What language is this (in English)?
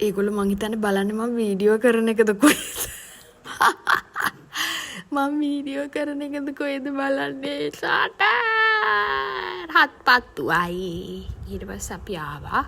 Sinhala